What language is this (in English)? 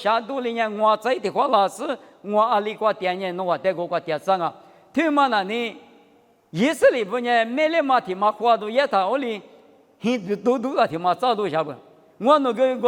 Lisu